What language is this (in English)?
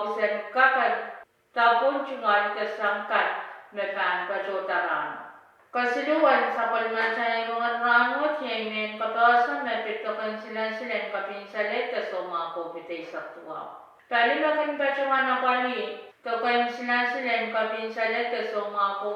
Pohnpeian